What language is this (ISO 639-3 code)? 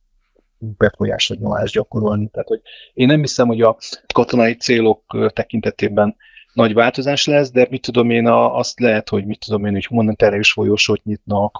hun